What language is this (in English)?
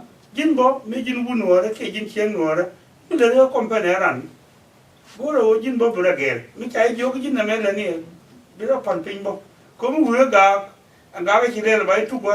Nuer